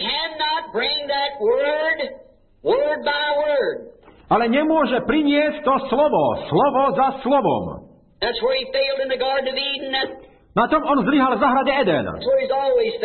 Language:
Slovak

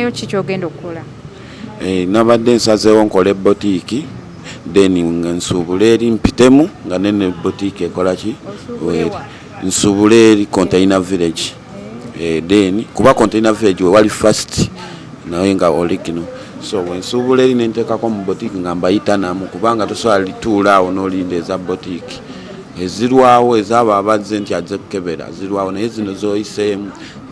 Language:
Ganda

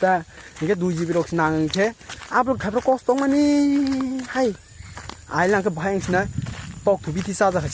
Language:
Kok Borok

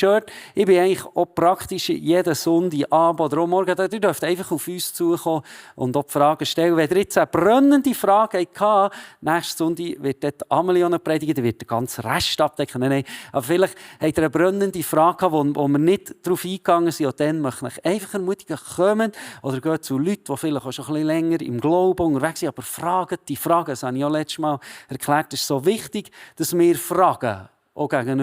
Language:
Swiss German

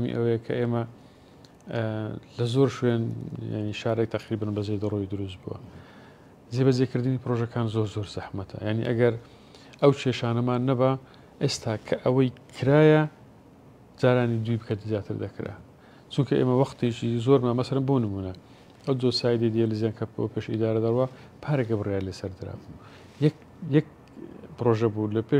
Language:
Central Kurdish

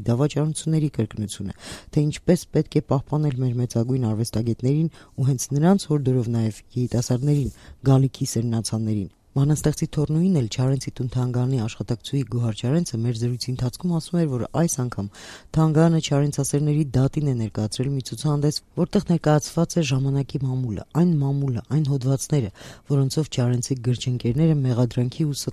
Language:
Armenian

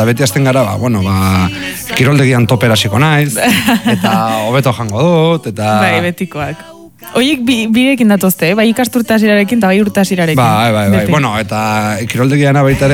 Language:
Basque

